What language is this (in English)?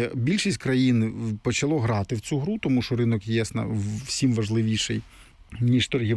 Ukrainian